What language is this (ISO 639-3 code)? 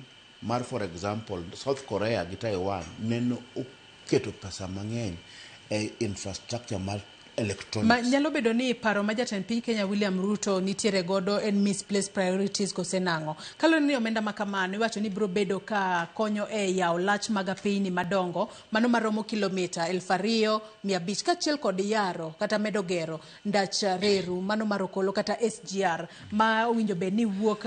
luo